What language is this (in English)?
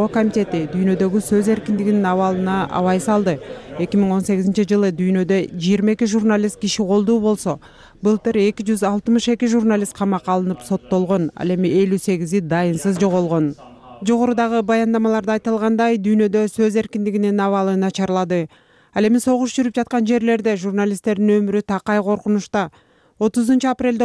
Kyrgyz